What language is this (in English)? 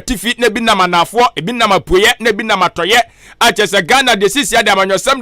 Akan